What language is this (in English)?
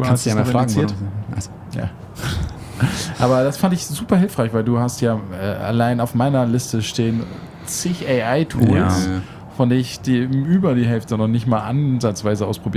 German